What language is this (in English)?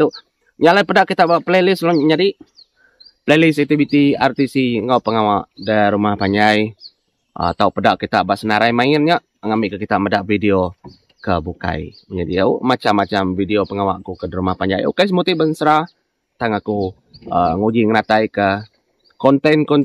Iban